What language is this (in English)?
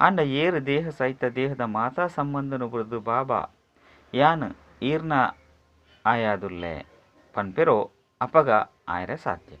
Tulu